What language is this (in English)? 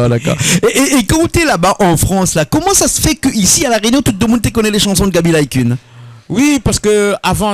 Réunion Creole French